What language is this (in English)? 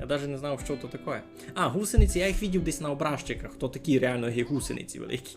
Rusyn